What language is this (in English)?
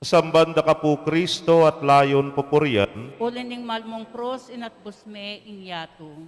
Pampanga